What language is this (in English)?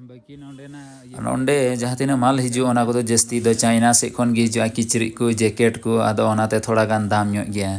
Santali